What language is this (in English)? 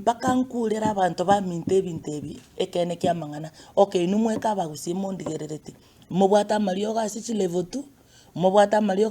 Gusii